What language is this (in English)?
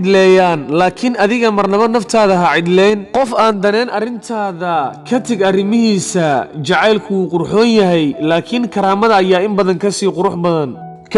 Somali